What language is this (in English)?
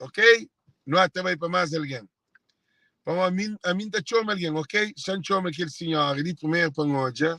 Kabuverdianu